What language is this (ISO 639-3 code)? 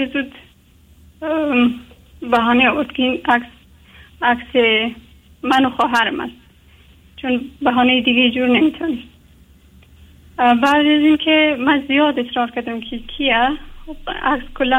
fas